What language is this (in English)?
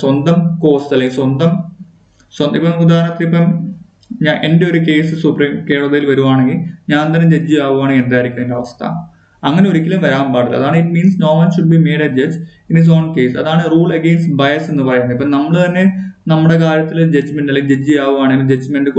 Malayalam